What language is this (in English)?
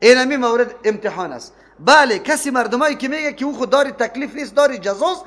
Persian